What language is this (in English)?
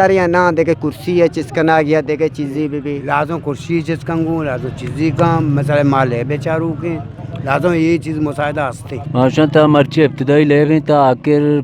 Eastern Balochi